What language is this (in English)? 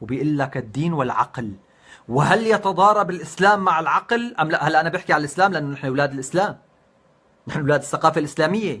North Levantine Arabic